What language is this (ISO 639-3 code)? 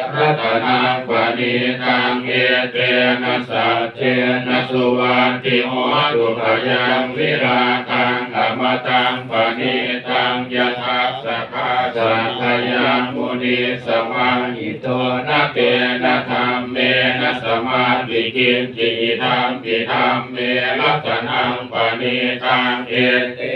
pli